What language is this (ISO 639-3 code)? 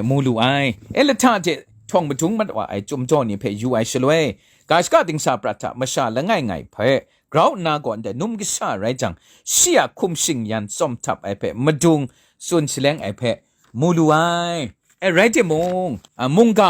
kac